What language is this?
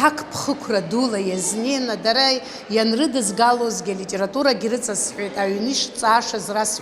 Abkhazian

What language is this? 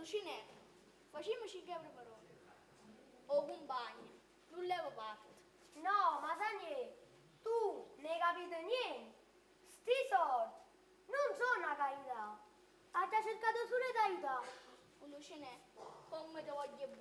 Neapolitan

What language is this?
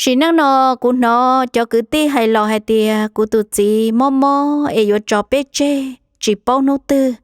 Hmong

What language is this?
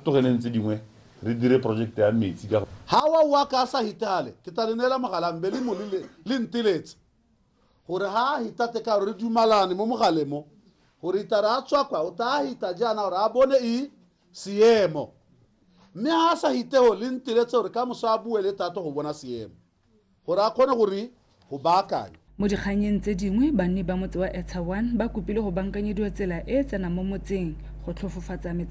Tswana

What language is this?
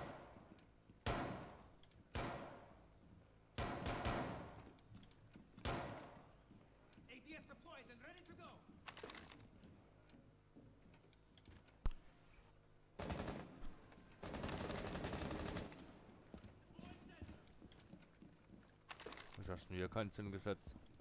German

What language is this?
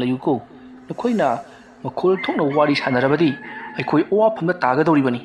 Manipuri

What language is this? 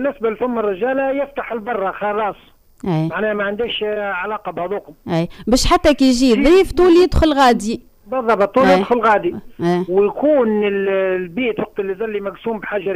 Tunisian Arabic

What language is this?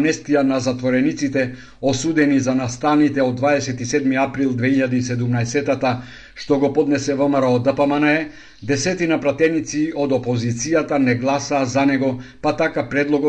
Macedonian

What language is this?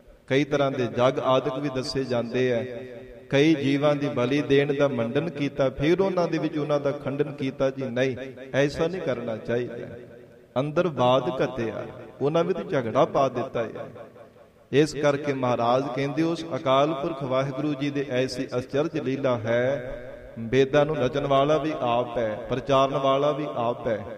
Punjabi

